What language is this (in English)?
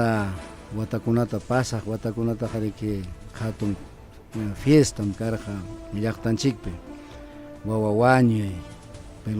Ayacucho Quechua